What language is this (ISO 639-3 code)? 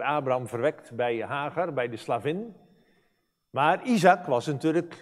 nld